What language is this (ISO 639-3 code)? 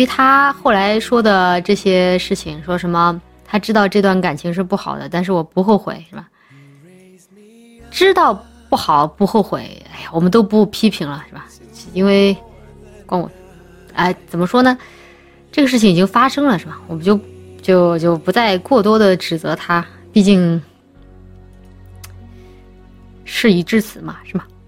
zho